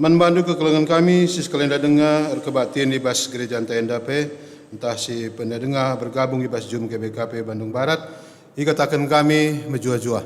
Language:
Batak Karo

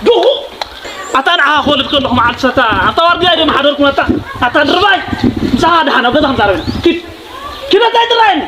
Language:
Tigrinya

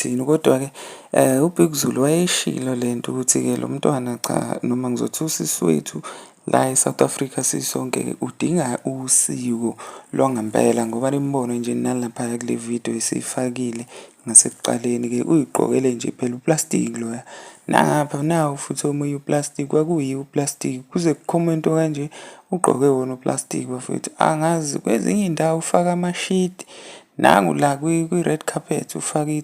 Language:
Zulu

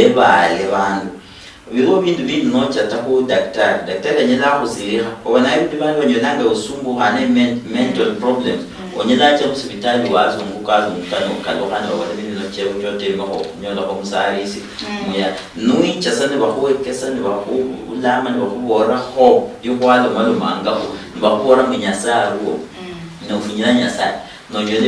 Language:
Luyia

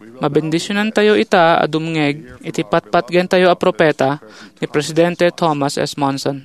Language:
Iloko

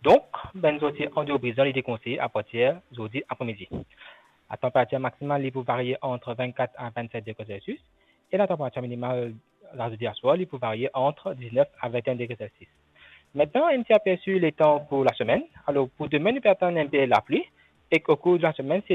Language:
Morisyen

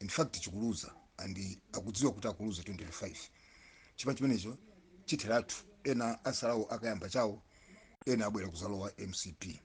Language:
Nyanja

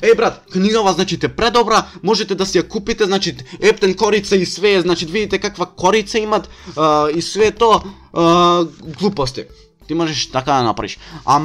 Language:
Macedonian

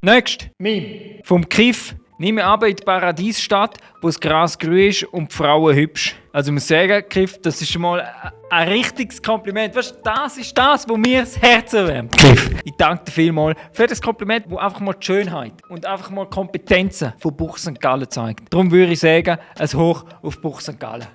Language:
Swiss German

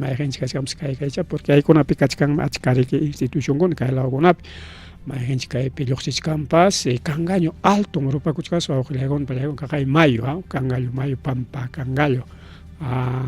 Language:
Ayacucho Quechua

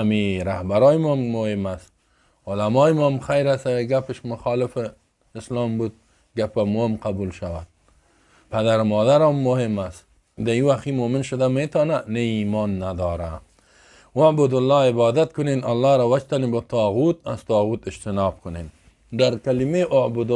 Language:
Persian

